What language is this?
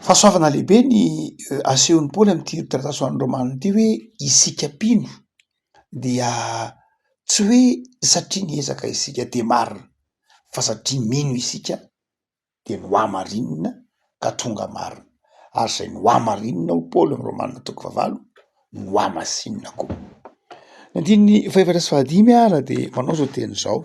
Malagasy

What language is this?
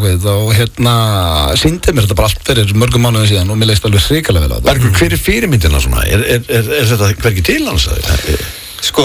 Icelandic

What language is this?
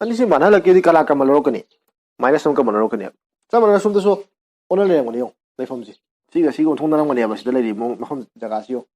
Manipuri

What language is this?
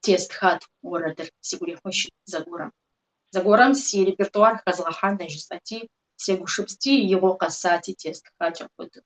Kabardian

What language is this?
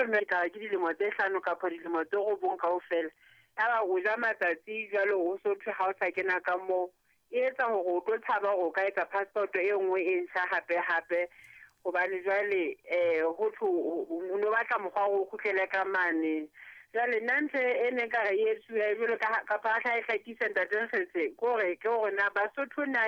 Southern Sotho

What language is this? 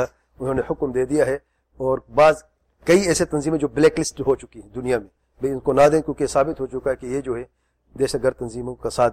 Urdu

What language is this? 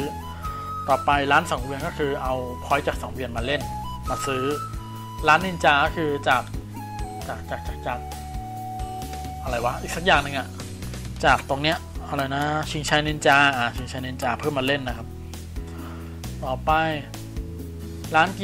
Thai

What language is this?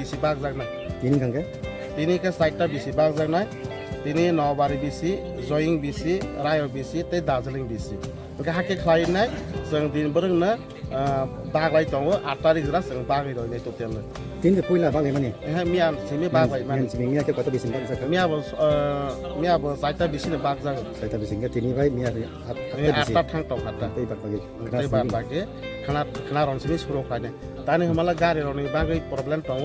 Kok Borok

